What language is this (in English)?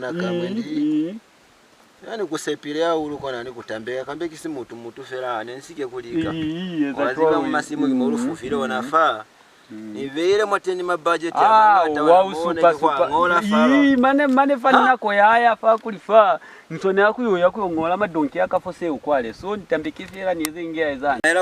Lozi